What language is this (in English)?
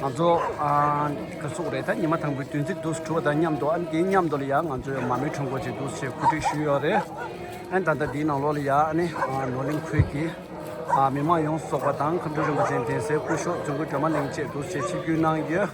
Tibetan